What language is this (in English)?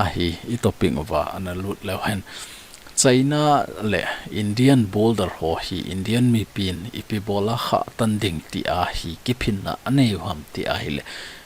Thado Chin